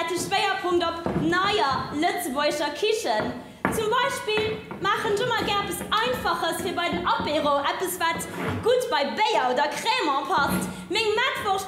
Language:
Luxembourgish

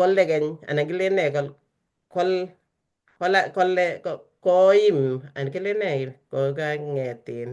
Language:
Kalenjin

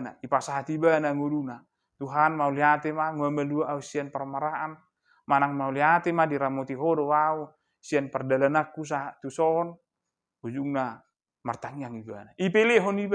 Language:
Batak Toba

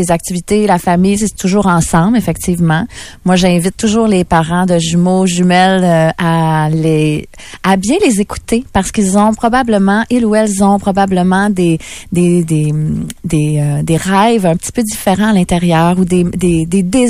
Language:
French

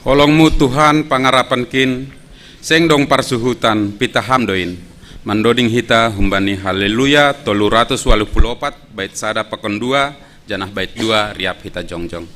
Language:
Batak Simalungun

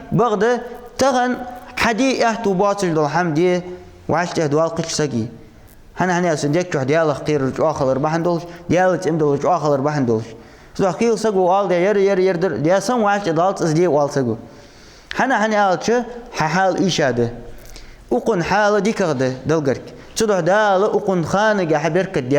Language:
Ingush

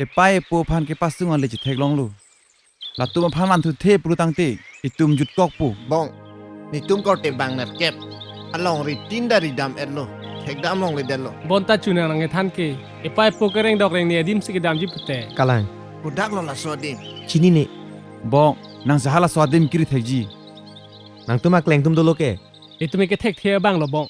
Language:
Karbi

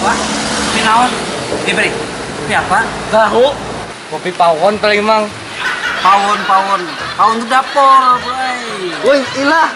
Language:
Banjar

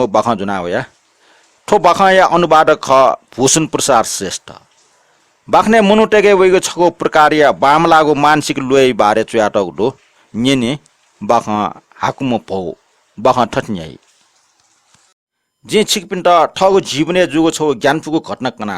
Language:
Newari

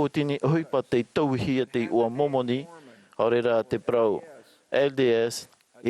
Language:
Tahitian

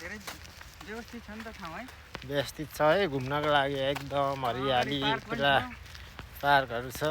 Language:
Nepali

